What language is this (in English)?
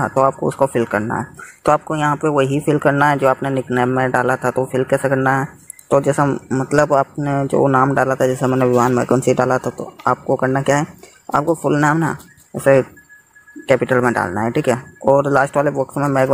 Hindi